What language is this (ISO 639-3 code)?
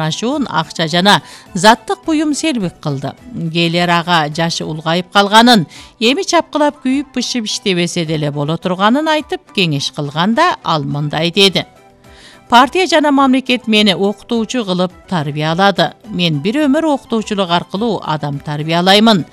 kir